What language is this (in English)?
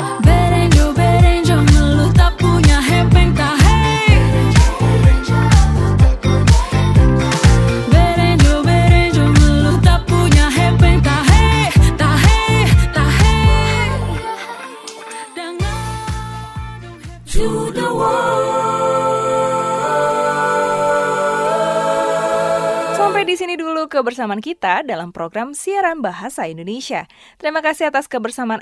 Indonesian